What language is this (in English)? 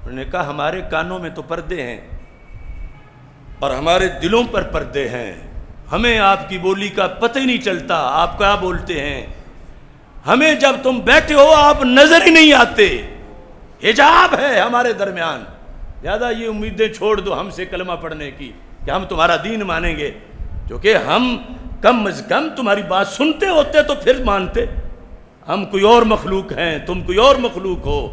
Urdu